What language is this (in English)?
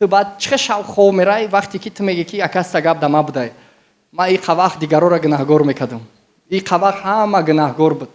Tajik